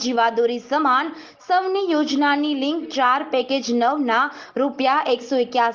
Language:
Gujarati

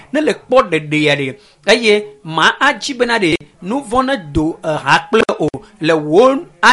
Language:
Ewe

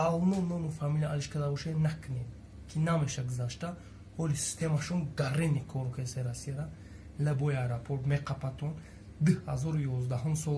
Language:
Tajik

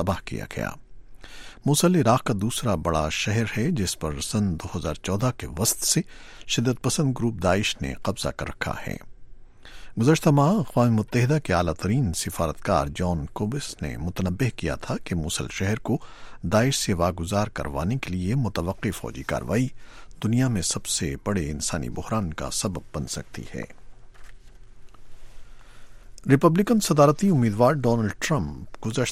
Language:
Urdu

